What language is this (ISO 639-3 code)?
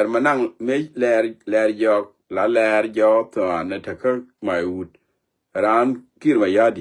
nus